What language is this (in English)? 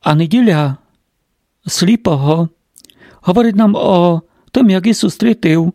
Rusyn